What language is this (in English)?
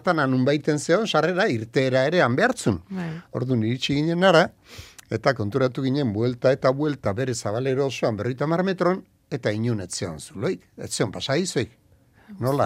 Basque